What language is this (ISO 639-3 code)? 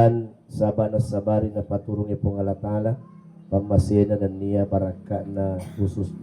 bug